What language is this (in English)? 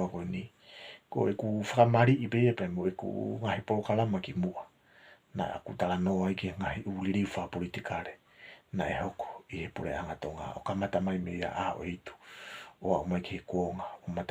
Tongan